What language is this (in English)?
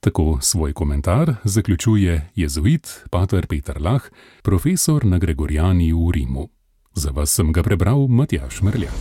Slovenian